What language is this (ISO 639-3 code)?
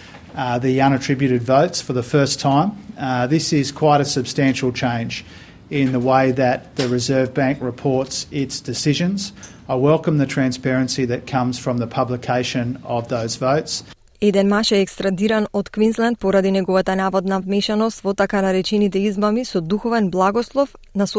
mkd